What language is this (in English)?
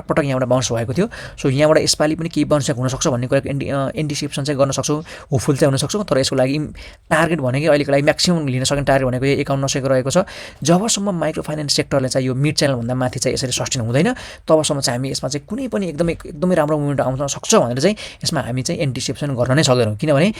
Nepali